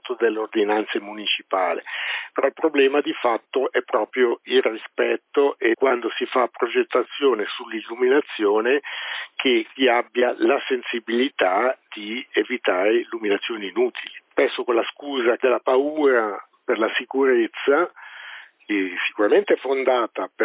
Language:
Italian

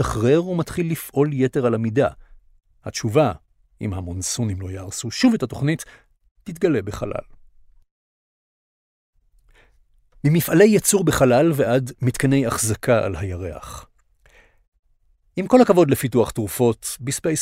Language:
Hebrew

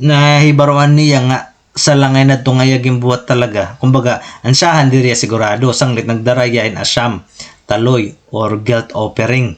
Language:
Waray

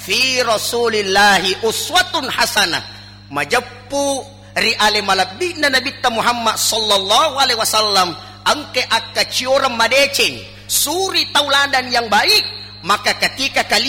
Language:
Buginese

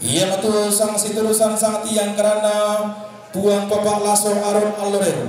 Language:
Toraja-Sa'dan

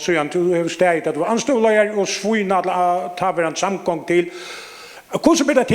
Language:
Faroese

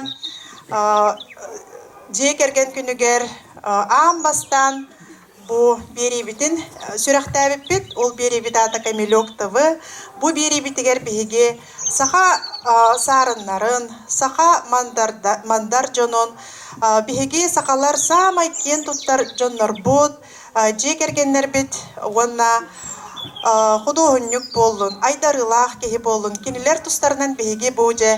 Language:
Yakut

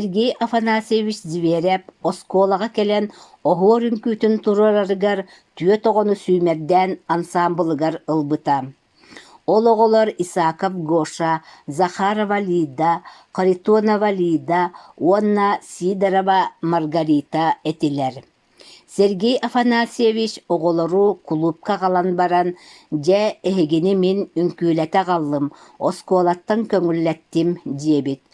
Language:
Yakut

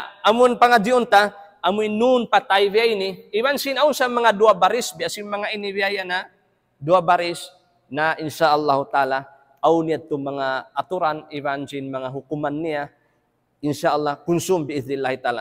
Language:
Tausug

